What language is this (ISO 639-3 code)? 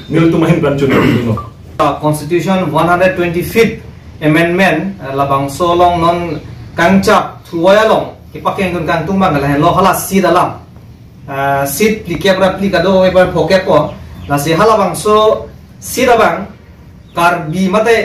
mjw